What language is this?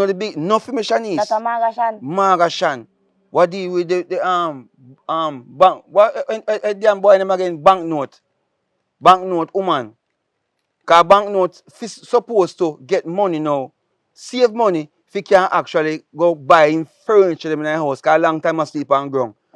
Jamaican Creole English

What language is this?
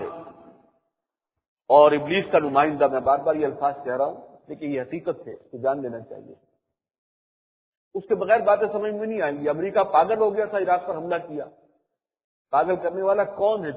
Urdu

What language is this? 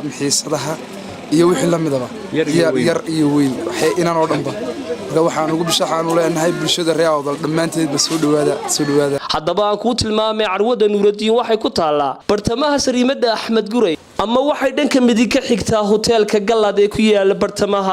Somali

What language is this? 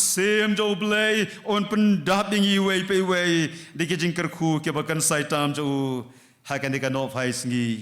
Khasi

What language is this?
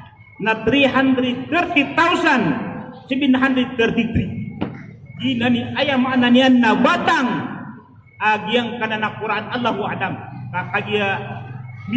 Maranao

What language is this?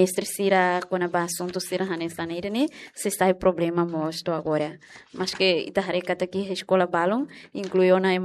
Tetum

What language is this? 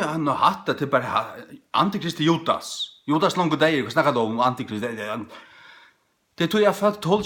Faroese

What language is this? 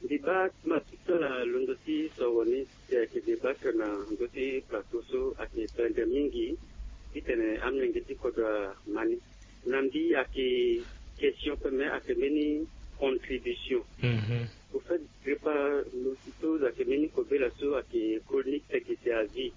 Sango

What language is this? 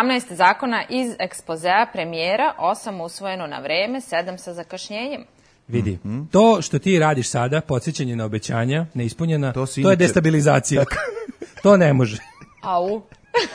Serbian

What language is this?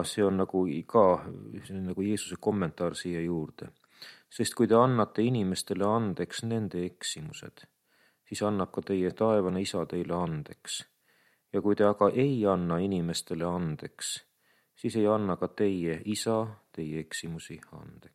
Estonian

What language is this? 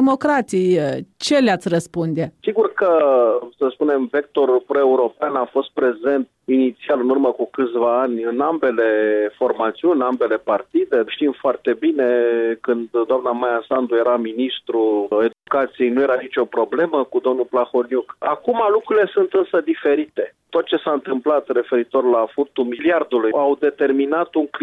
Romanian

